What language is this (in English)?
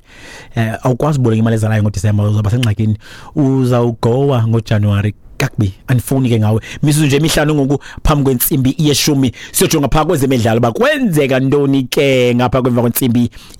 Xhosa